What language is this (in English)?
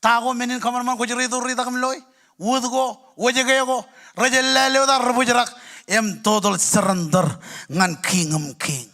Marshallese